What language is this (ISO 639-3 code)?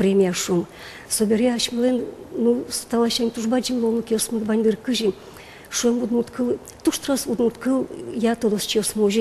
udm